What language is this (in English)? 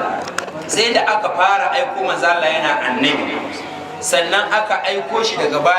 Hausa